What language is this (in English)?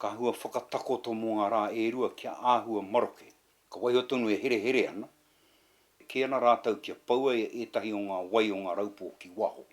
Māori